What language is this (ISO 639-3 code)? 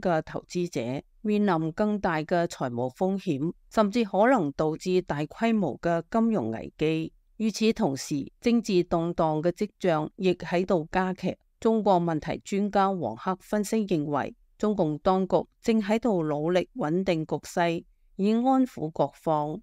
yue